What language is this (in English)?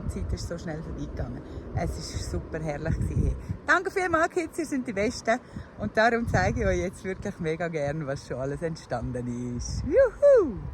Swiss German